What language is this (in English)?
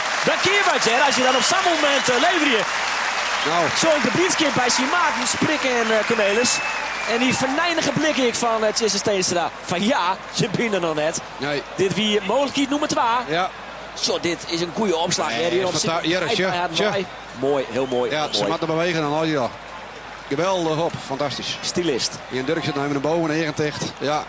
Western Frisian